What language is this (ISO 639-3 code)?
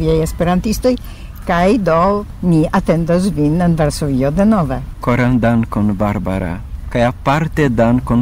epo